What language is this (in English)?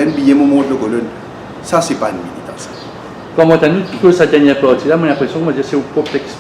Morisyen